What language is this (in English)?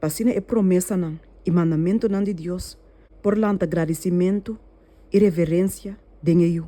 Papiamento